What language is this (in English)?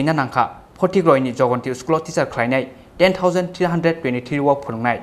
Kok Borok